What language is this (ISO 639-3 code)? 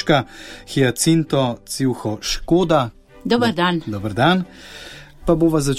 slv